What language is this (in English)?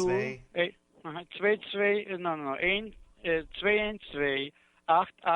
Yiddish